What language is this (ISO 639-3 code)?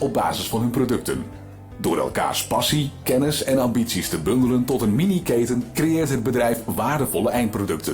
fry